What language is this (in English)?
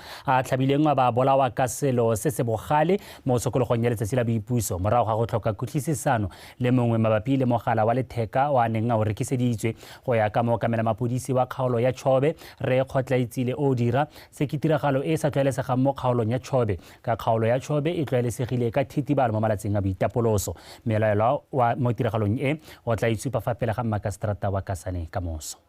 Tswana